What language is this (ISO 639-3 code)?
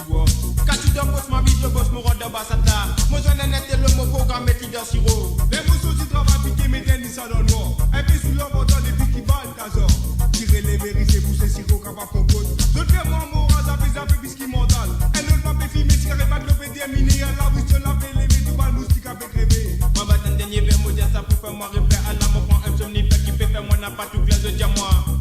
mfe